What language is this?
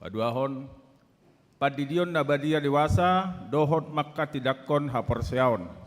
Batak Toba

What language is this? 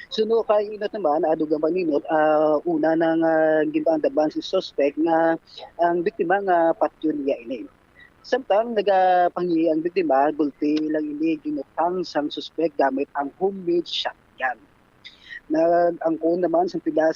Hiligaynon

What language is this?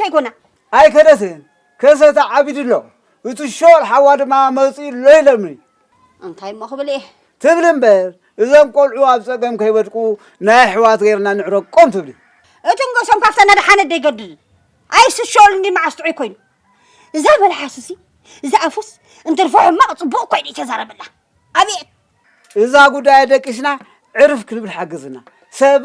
Tigrinya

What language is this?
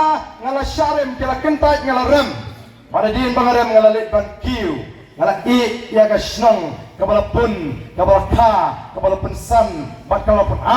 Khasi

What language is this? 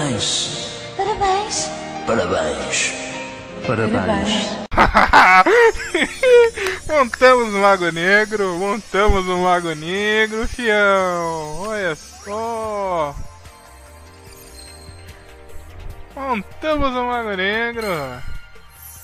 Portuguese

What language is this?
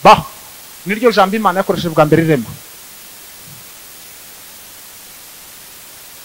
Kinyarwanda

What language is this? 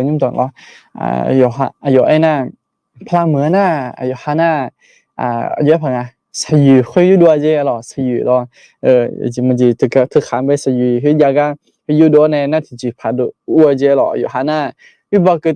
Akha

